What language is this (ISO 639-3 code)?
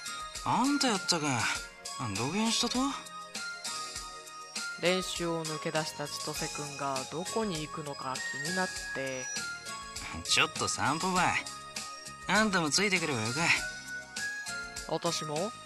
jpn